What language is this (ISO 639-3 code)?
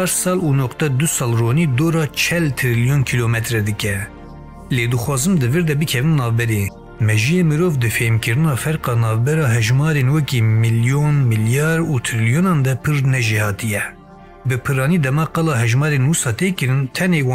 kur